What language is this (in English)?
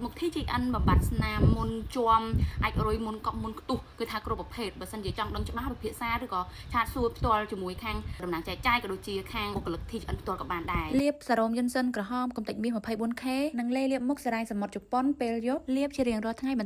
Khmer